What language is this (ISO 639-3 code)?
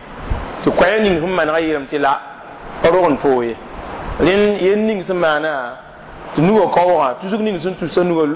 mos